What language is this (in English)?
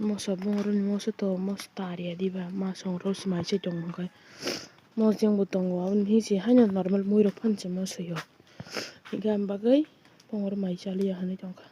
Kok Borok